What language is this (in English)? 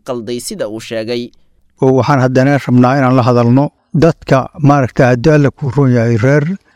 Somali